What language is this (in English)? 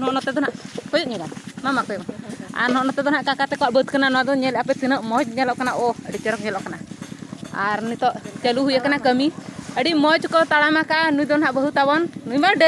Santali